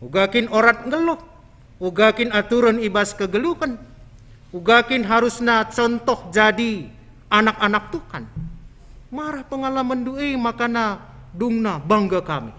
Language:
Batak Karo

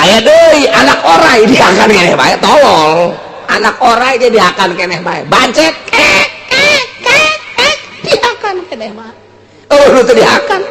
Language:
Sundanese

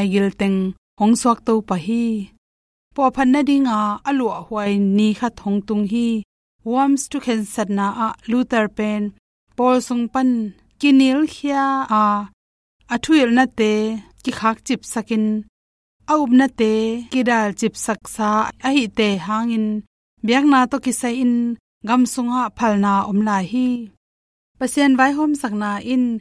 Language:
Tedim Chin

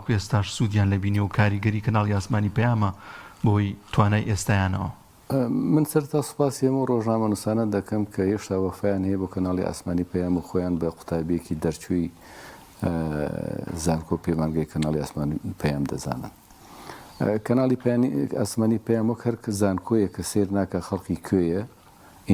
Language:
Central Kurdish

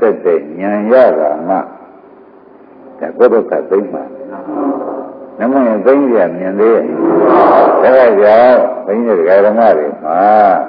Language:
Burmese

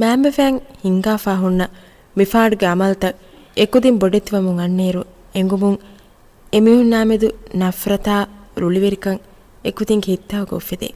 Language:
Divehi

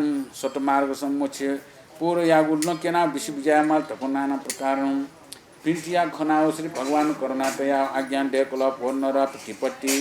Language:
Newari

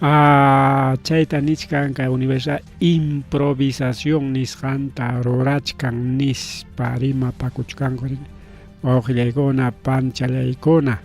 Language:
Ayacucho Quechua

